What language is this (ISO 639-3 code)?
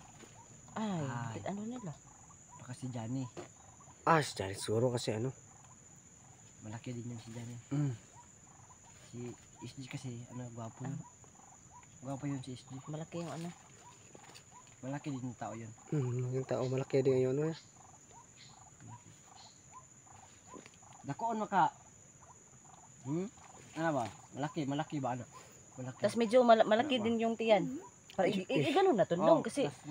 fil